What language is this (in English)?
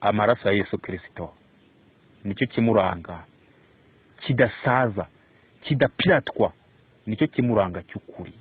Kinyarwanda